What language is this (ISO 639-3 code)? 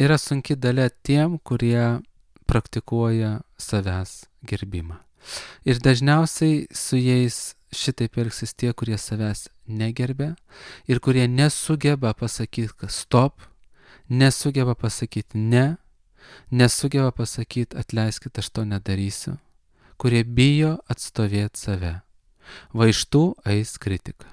lit